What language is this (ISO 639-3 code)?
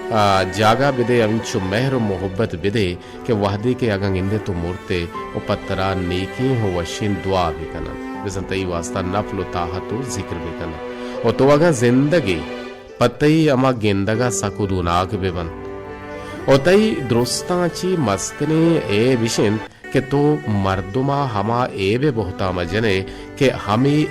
bal